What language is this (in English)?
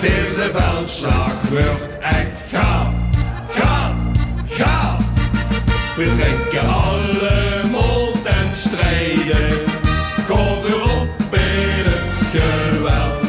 Limburgish